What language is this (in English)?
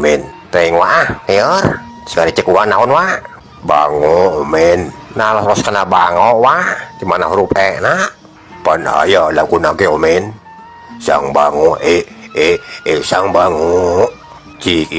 Sundanese